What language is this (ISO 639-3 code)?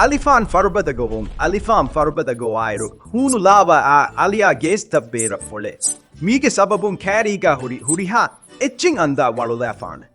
div